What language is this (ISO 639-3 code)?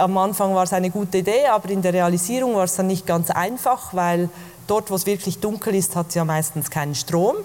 ltz